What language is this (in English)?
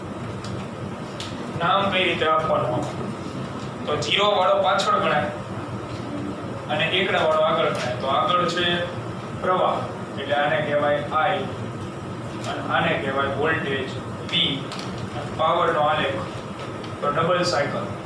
Gujarati